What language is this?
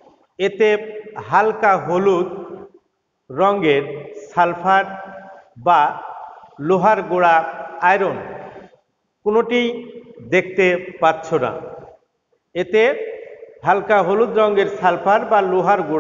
Bangla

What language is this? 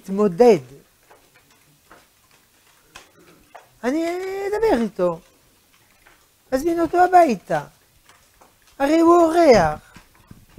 Hebrew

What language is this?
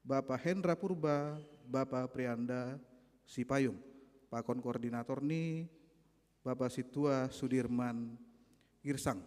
Batak Simalungun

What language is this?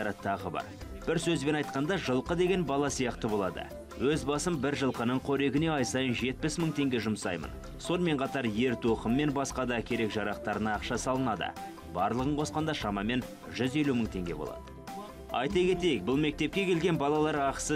Kazakh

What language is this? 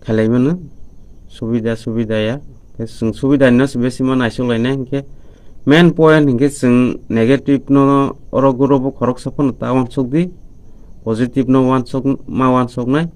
Kok Borok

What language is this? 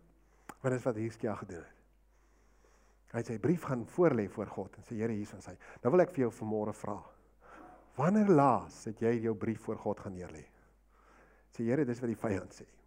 Afrikaans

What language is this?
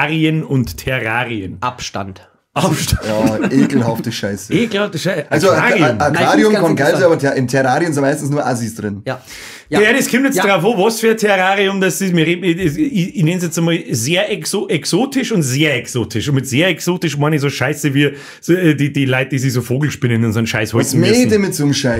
Bavarian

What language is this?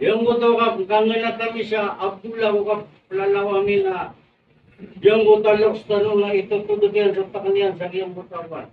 Maranao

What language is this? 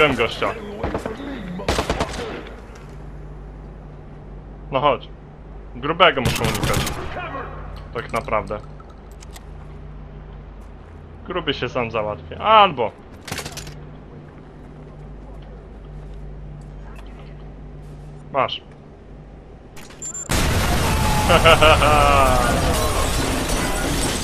Polish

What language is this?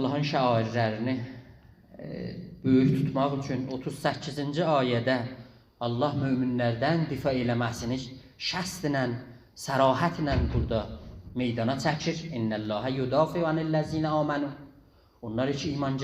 South Azerbaijani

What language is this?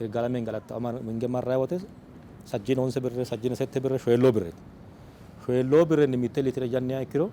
Sidamo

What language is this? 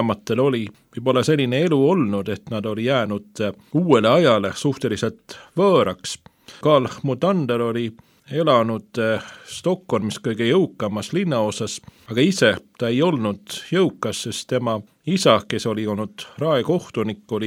Estonian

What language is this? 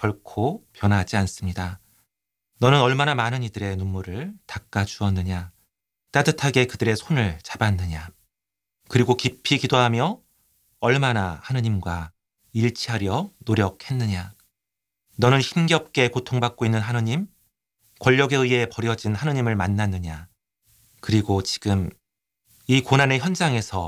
Korean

